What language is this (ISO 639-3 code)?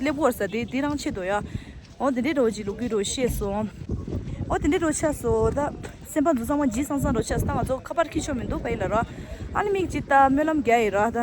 bod